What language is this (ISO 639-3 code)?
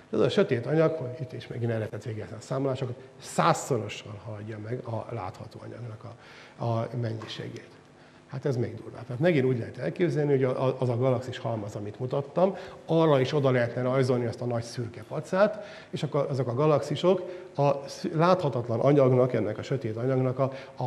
hun